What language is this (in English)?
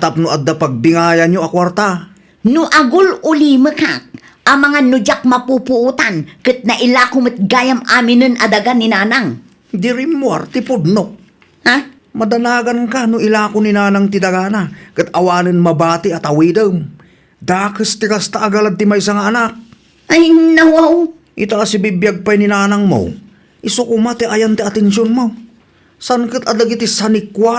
Iloko